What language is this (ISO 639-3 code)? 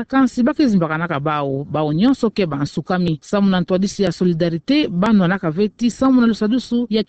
ktu